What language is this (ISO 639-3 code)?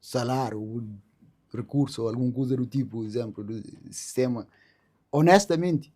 kea